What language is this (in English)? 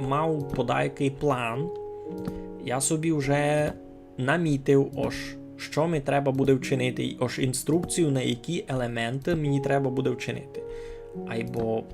Rusyn